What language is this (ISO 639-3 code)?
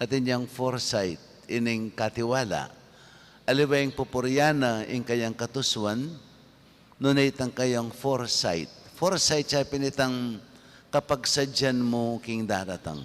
pam